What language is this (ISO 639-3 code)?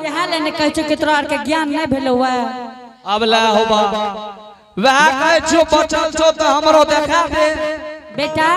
anp